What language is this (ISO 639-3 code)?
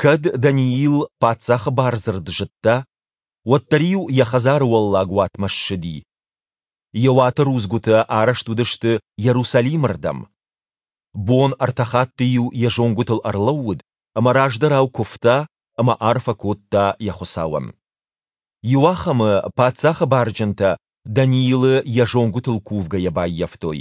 oss